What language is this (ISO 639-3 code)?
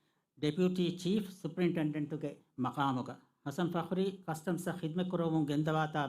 div